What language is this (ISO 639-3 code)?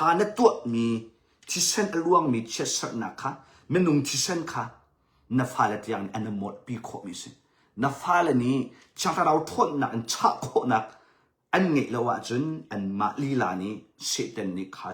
cnh